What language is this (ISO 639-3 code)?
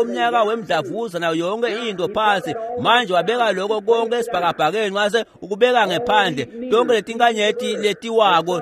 ssw